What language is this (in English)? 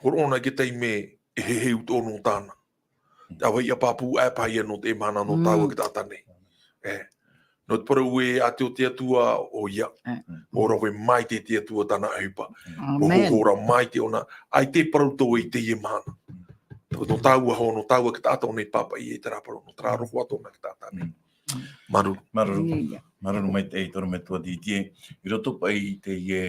Tahitian